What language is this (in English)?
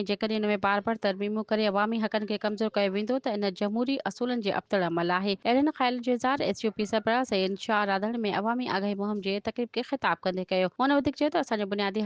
Sindhi